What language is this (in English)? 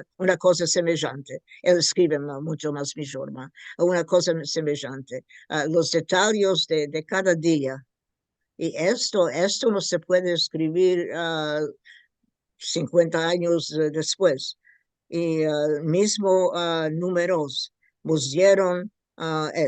Ladino